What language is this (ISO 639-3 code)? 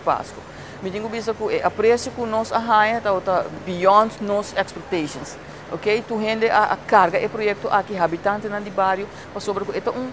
pap